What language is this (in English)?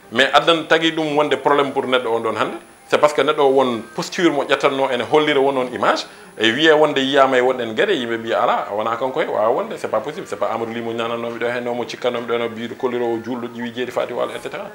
Fula